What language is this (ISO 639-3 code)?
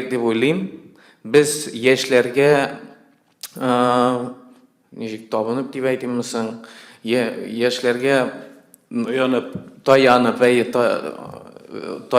tat